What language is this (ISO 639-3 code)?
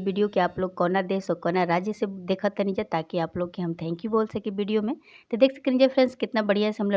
bho